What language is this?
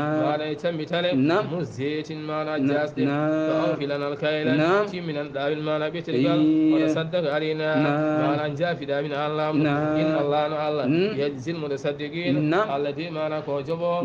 Fula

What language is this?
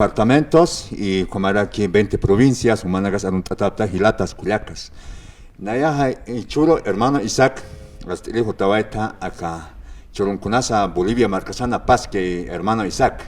Aymara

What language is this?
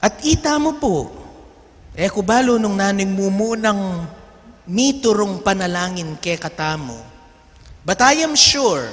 Pampanga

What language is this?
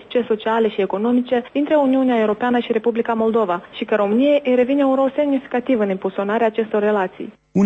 Romanian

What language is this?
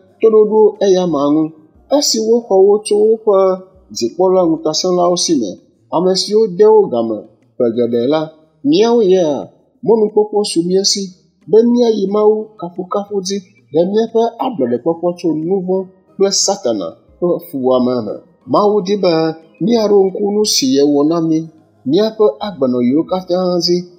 Ewe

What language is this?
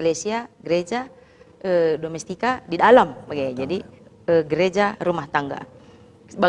Batak Karo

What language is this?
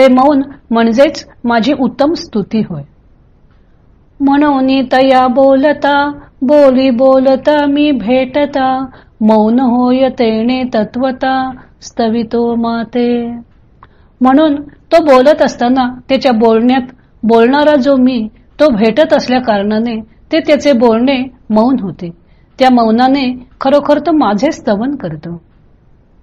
Marathi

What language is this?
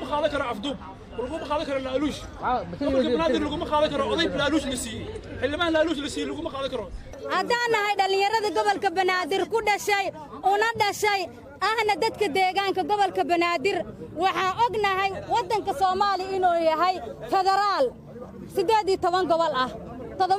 Somali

